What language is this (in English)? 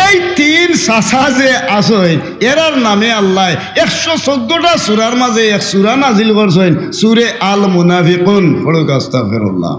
Sylheti